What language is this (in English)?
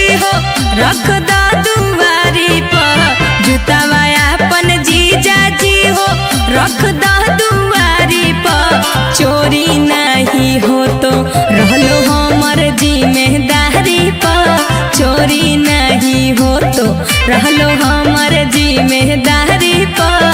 Magahi